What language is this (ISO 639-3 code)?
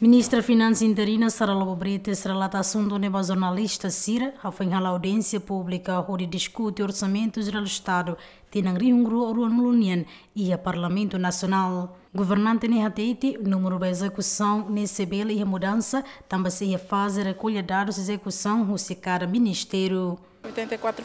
tet